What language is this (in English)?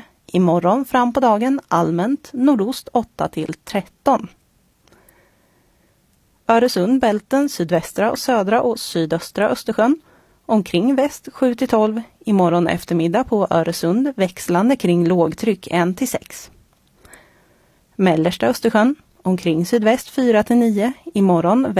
Swedish